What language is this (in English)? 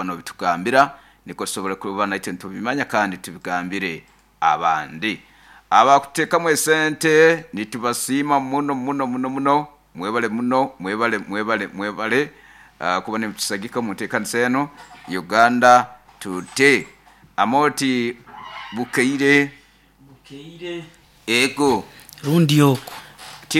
Nyoro